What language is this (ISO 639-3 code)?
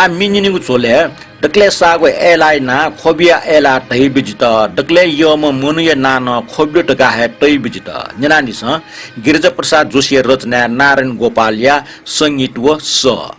new